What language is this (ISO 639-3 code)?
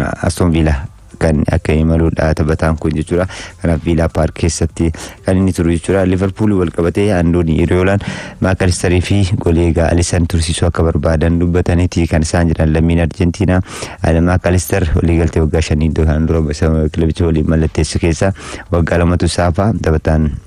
orm